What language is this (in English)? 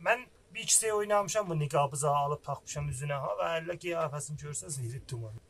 South Azerbaijani